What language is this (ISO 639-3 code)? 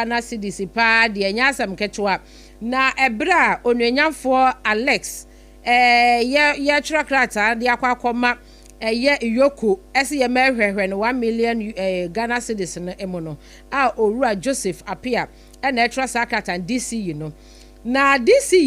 aka